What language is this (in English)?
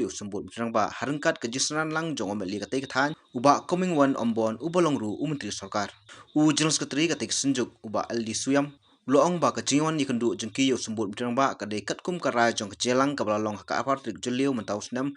Khasi